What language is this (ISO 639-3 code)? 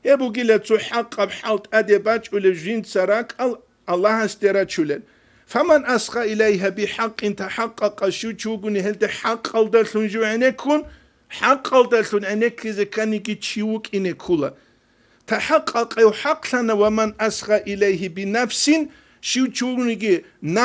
ava